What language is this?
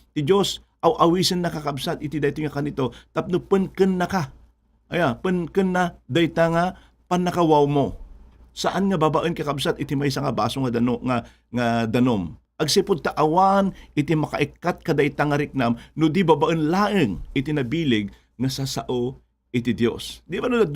Iloko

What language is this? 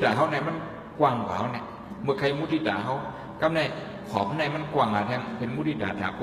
Shan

